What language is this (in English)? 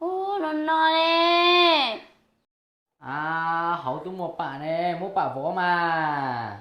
Hmong